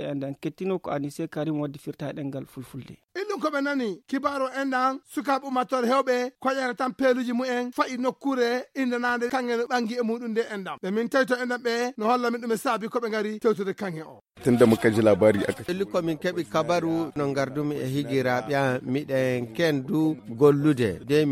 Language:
Fula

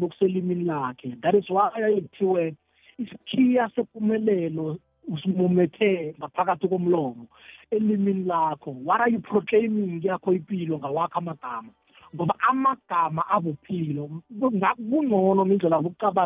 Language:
South Ndebele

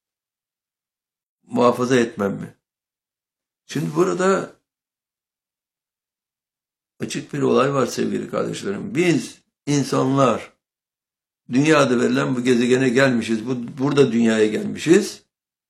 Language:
Turkish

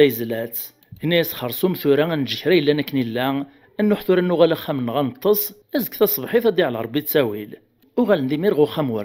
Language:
Kabyle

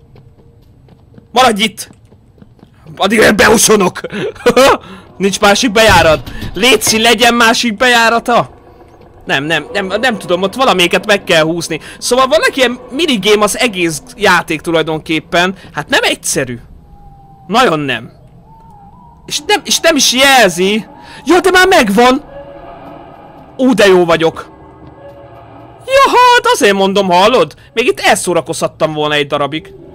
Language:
Hungarian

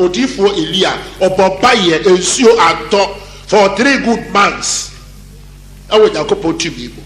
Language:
Akan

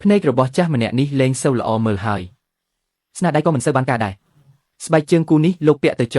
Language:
Khmer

